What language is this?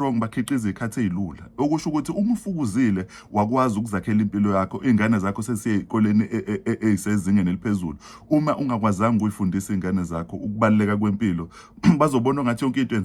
Zulu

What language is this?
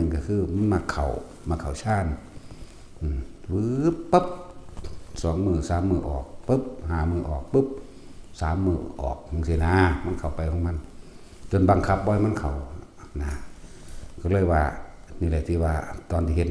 Northeastern Thai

